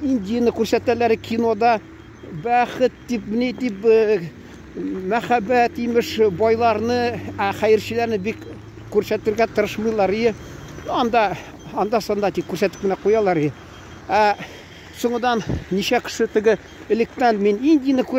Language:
Tatar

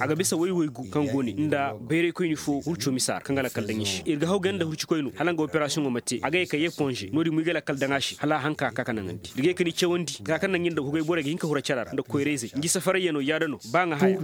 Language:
Koyraboro Senni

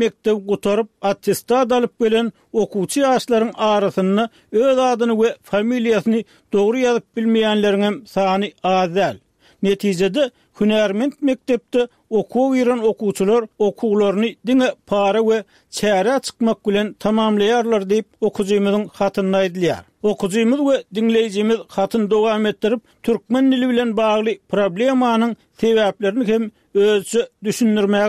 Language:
Turkmen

